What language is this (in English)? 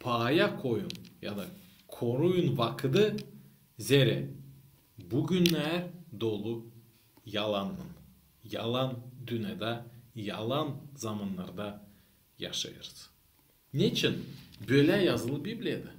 Gagauz